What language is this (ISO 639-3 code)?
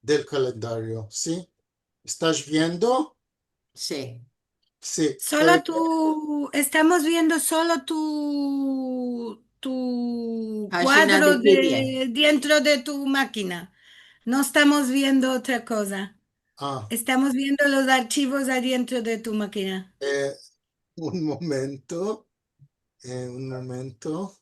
lad